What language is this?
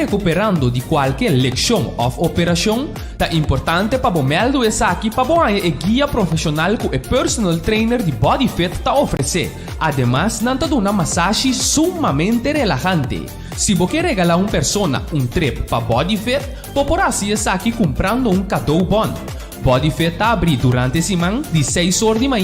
Papiamento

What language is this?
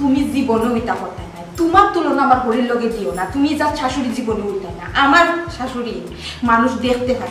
Sylheti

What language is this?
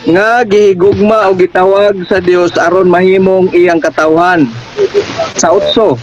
Cebuano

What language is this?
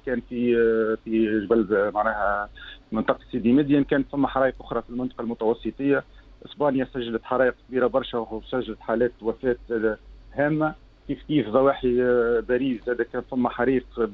Tunisian Arabic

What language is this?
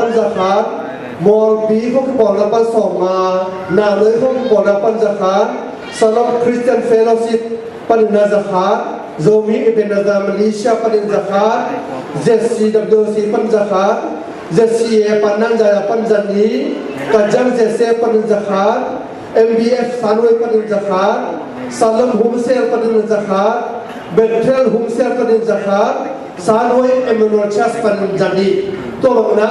Tedim Chin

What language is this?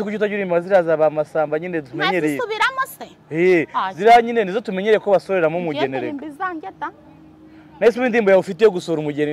Kinyarwanda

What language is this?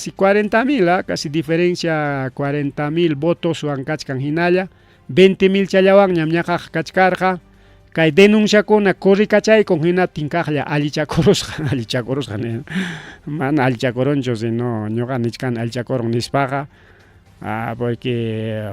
Ayacucho Quechua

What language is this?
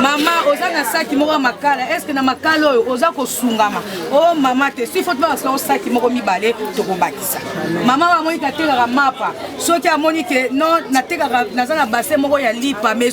Lingala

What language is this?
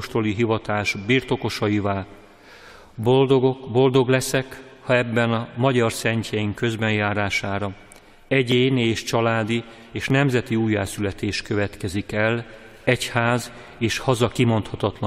Hungarian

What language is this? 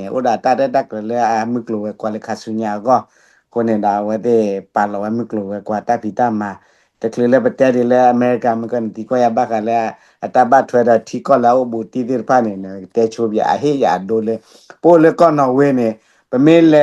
S'gaw Karen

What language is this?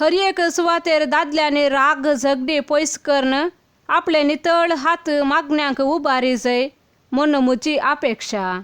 Konkani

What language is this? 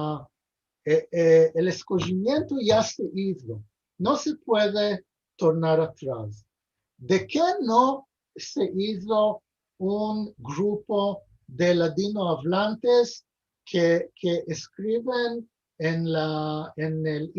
Ladino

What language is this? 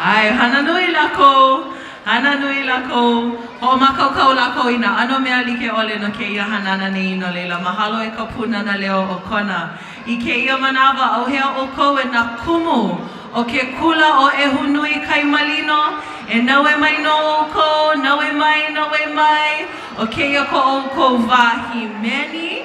Hawaiian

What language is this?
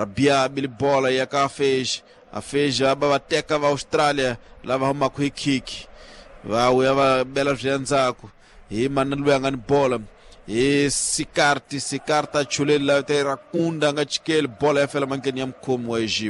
Tsonga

